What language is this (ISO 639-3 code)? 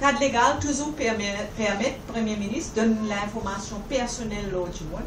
mfe